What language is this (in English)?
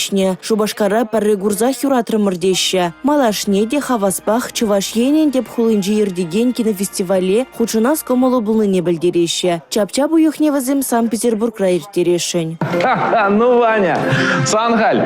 Chuvash